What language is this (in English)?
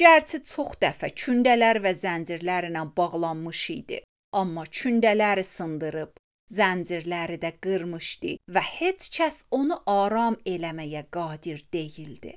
Azerbaijani